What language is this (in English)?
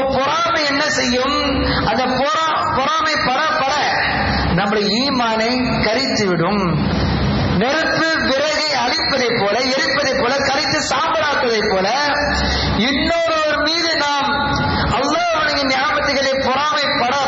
Tamil